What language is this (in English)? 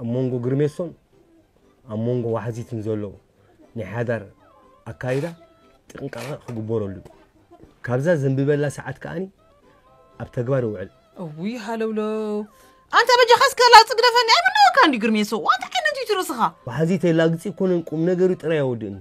Tigrinya